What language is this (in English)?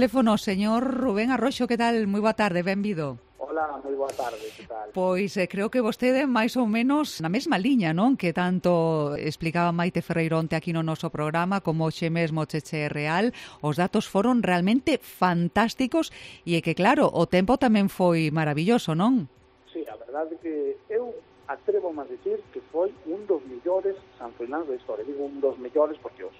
Galician